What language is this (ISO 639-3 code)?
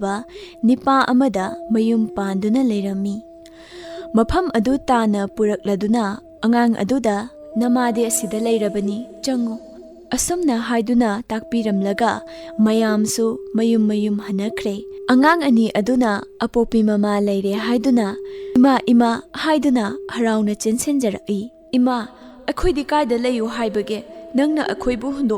mni